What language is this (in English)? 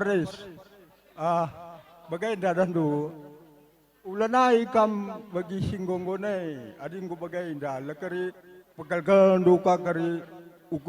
Batak Karo